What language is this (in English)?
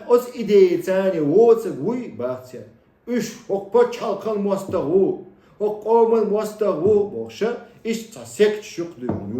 Chechen